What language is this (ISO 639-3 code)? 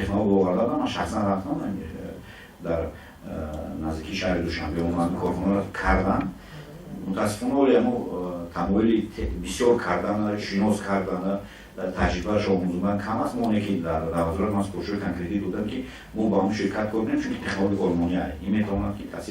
tgk